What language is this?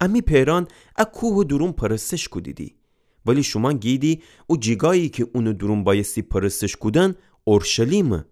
Gilaki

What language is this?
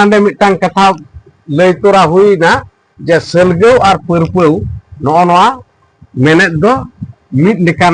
Santali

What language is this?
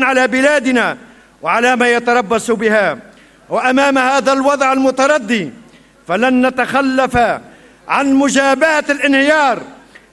Arabic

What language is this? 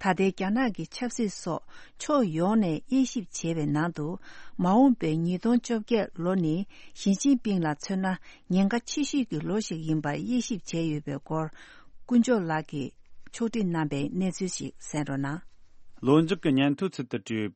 Tibetan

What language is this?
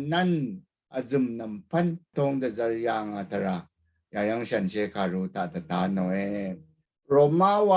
Rawang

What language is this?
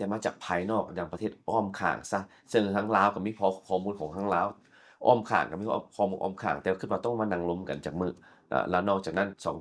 Lao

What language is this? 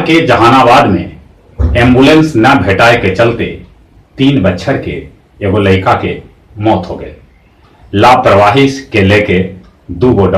Magahi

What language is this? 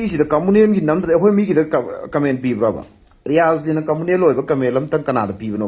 Manipuri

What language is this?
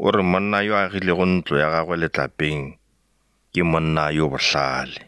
Northern Sotho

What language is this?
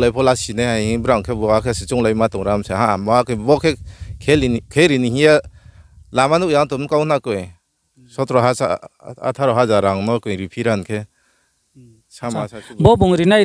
Riang (India)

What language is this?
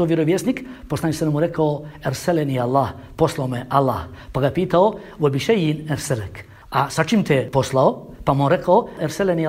Bosnian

